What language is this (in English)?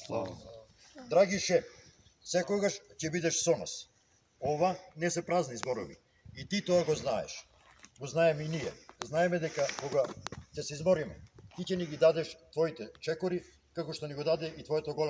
Macedonian